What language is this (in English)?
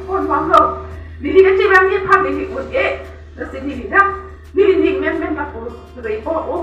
Karbi